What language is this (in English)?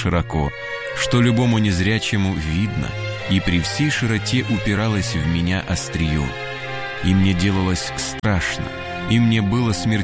Russian